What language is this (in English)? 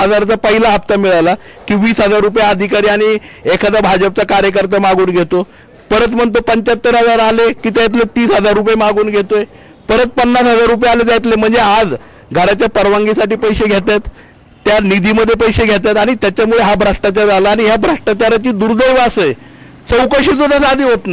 Marathi